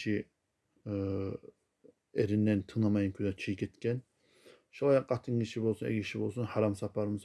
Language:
Kumyk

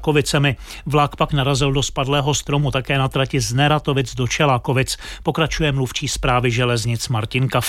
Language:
Czech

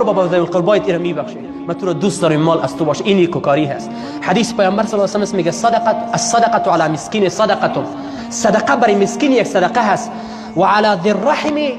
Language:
Tajik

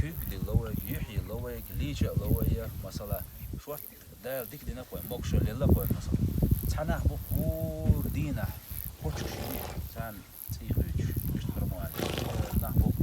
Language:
Chechen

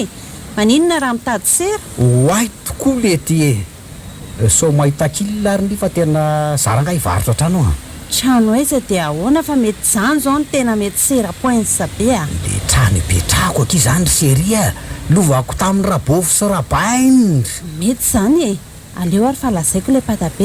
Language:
Malagasy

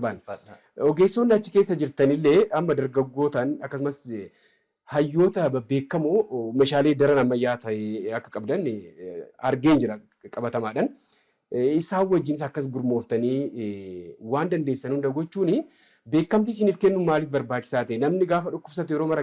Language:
Oromo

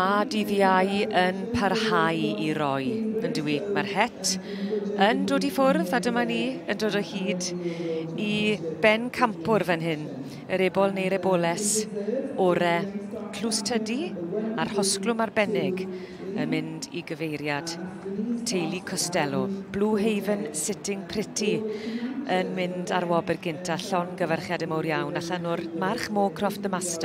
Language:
Welsh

